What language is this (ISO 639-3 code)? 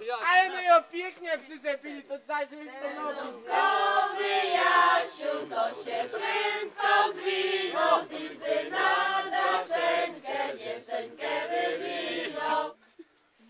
pol